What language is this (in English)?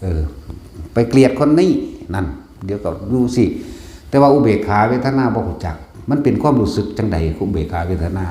Lao